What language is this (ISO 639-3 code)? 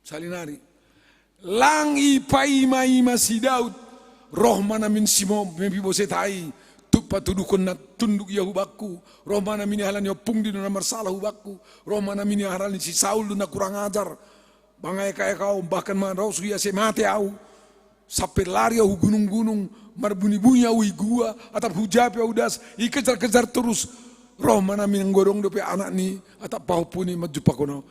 bts